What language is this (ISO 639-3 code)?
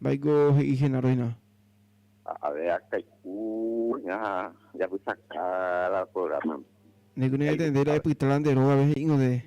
grn